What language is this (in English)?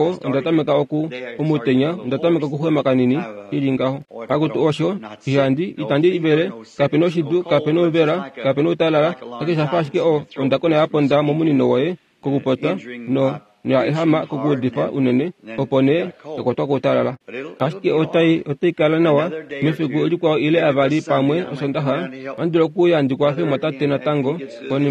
Kuanyama